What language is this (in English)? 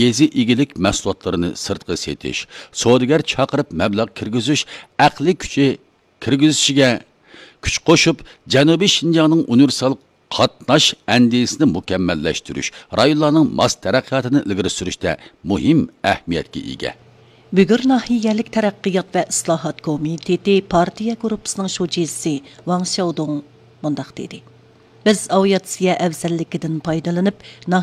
Uyghur